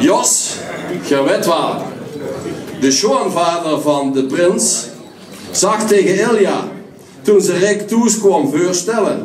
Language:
Limburgish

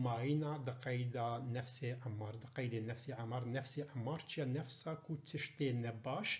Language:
Kurdish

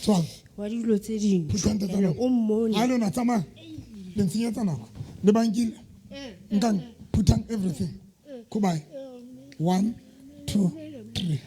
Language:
Southern Sotho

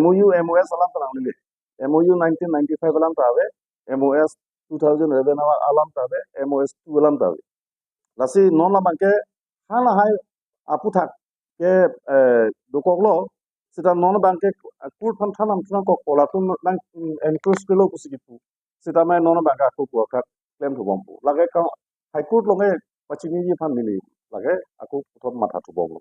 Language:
Karbi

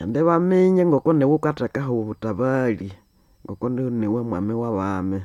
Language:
Nande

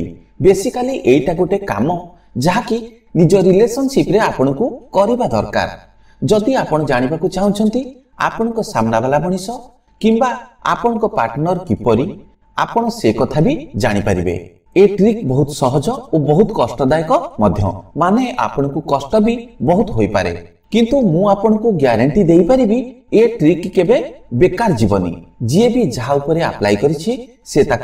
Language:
Odia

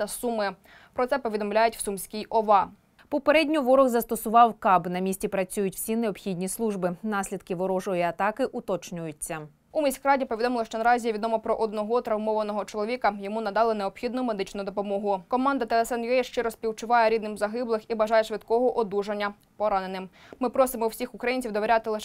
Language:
Ukrainian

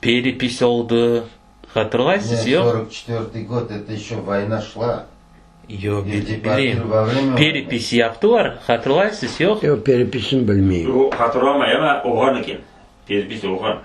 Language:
Crimean Tatar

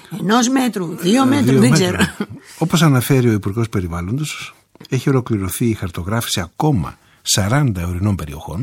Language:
Greek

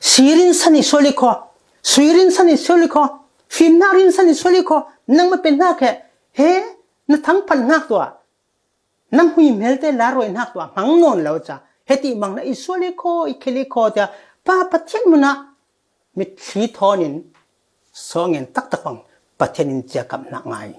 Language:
Falam Chin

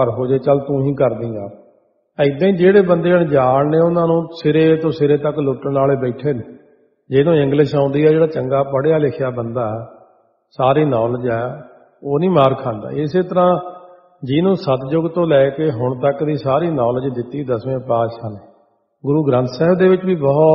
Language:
Punjabi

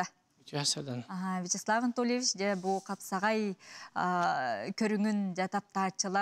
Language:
Yakut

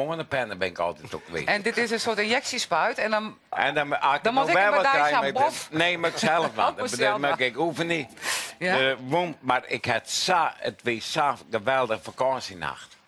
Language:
Western Frisian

